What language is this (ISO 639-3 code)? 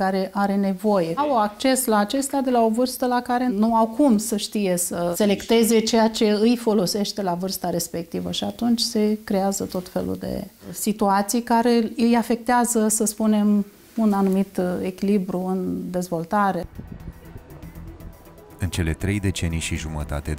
ron